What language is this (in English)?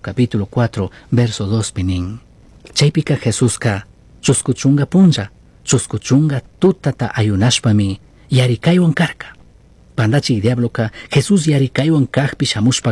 Chimborazo Highland Quichua